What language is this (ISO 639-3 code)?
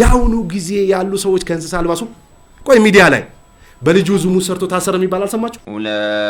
amh